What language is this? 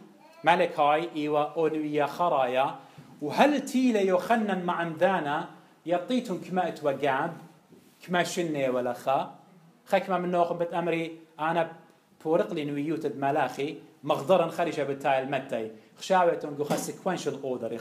Assyrian Neo-Aramaic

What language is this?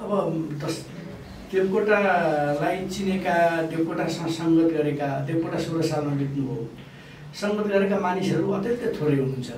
Nepali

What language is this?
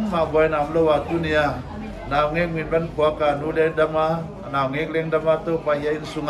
Paite Chin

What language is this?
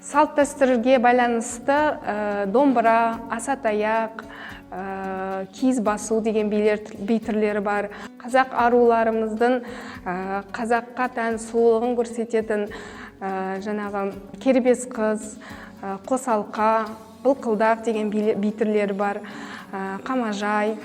Kazakh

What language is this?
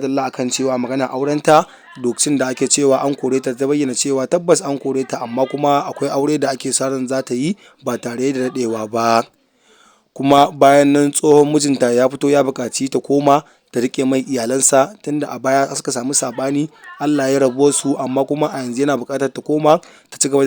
Hausa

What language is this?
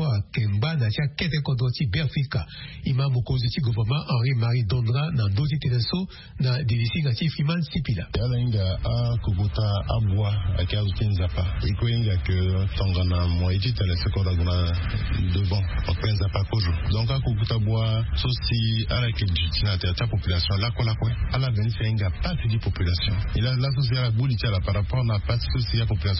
Sango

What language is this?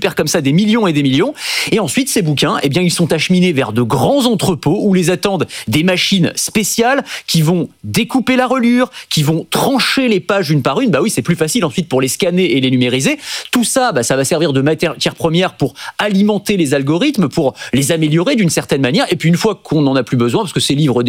French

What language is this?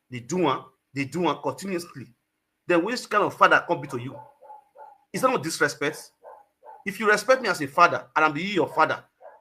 Nigerian Pidgin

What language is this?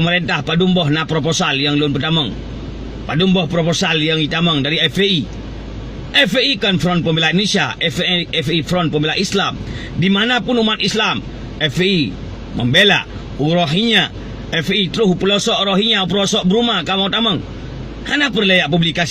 Achinese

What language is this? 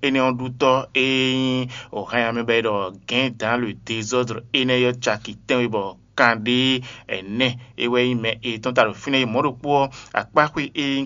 Fon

